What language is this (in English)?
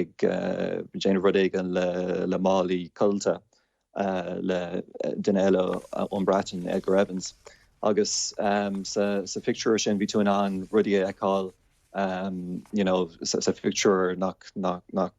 Irish